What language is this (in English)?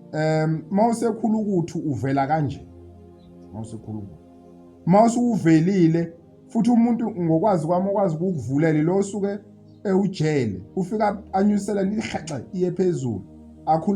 Zulu